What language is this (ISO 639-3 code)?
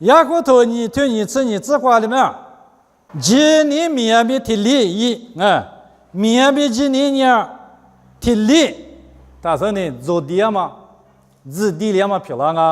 lis